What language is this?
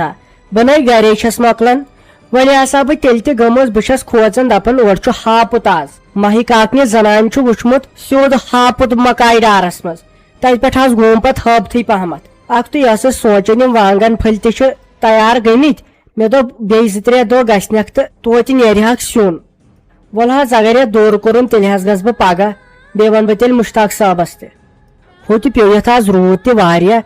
Kashmiri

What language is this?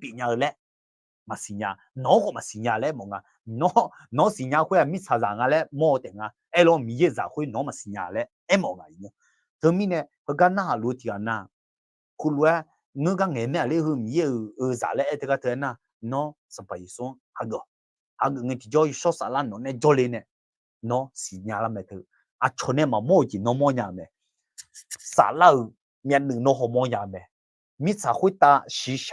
Akha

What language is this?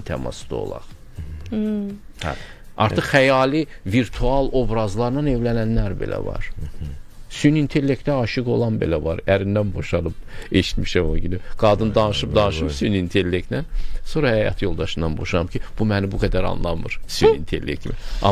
Azerbaijani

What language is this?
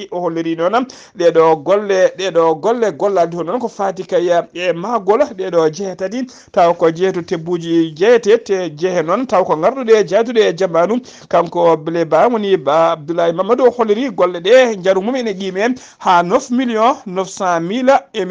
Fula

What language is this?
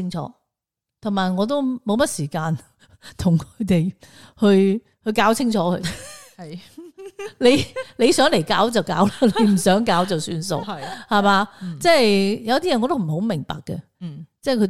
Cantonese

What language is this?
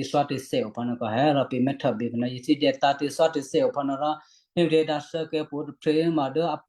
Western Kayah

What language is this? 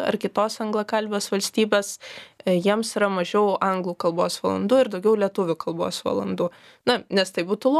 Lithuanian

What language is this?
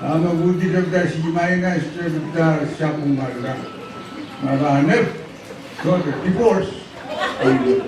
Pohnpeian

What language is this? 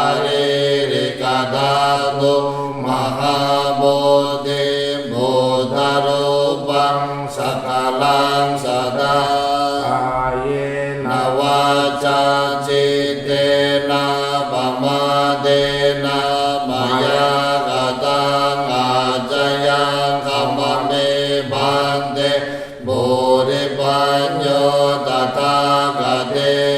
Pali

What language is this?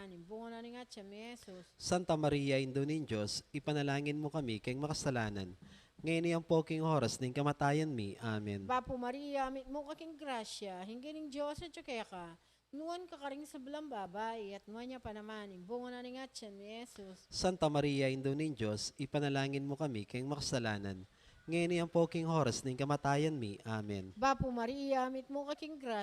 Pampanga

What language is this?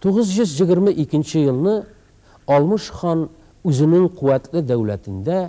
Tatar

